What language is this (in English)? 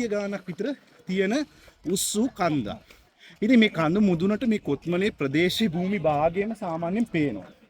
Sinhala